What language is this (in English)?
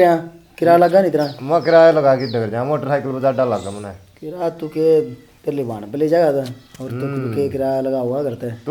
Haryanvi